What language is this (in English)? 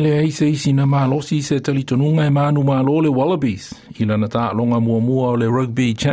Samoan